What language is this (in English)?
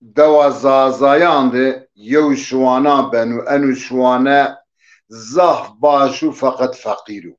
Zaza